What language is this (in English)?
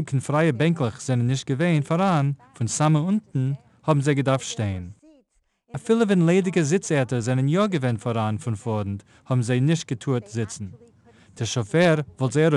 Yiddish